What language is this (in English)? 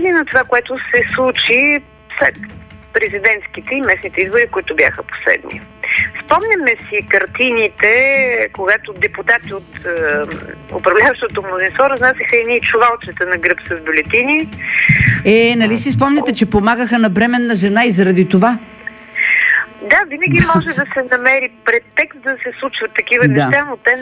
Bulgarian